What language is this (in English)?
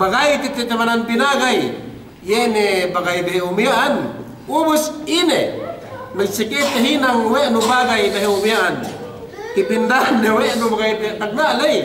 Yakan